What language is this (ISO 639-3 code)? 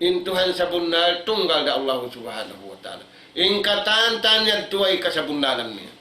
tsg